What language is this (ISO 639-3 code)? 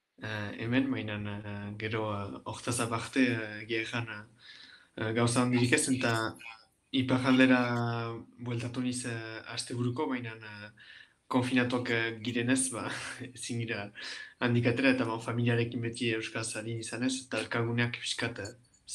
eus